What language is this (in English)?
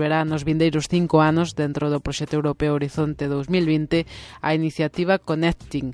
Galician